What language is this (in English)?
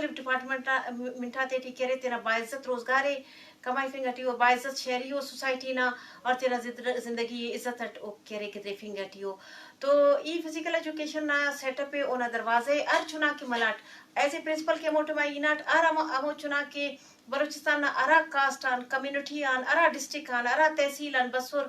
Eastern Balochi